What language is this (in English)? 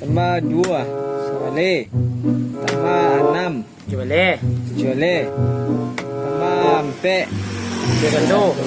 Minangkabau